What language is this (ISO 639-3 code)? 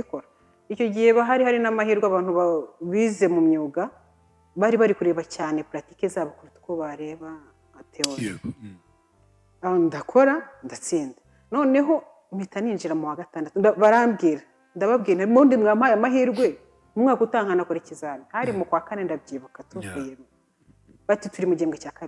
kin